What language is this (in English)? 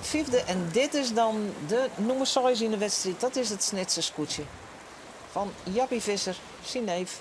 Western Frisian